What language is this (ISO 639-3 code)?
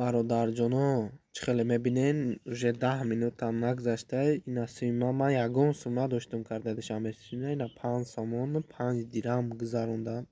tgk